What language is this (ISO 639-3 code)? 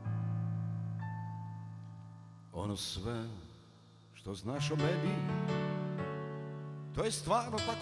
hrv